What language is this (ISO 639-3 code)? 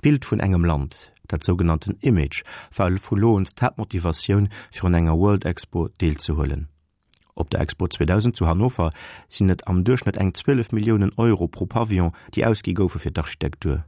ltz